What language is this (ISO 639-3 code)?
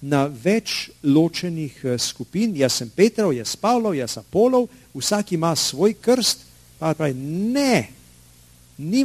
slv